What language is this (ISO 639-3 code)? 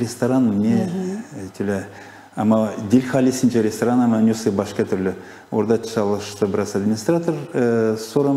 gag